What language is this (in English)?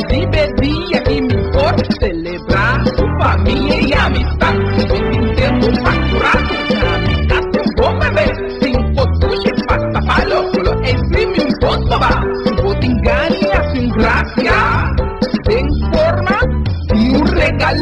Papiamento